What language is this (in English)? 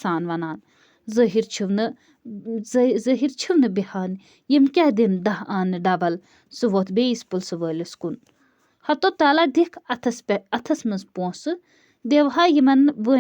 Kashmiri